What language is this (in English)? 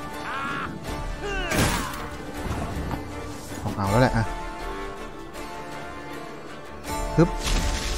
Thai